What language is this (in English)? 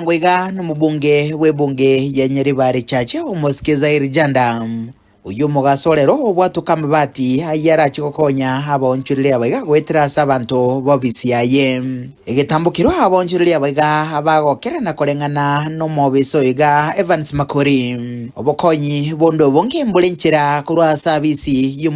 Gusii